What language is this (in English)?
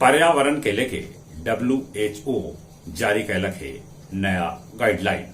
Magahi